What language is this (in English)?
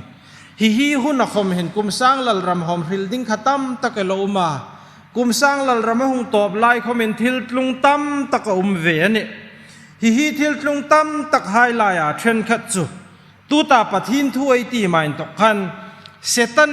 Hmar